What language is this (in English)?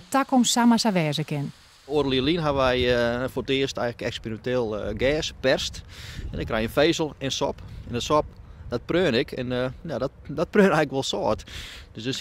Western Frisian